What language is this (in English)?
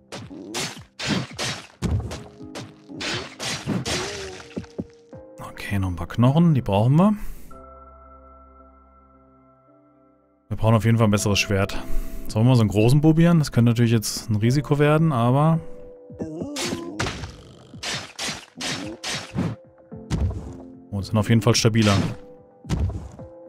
German